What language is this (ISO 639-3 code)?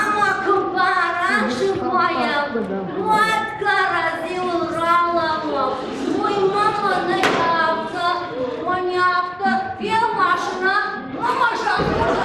oss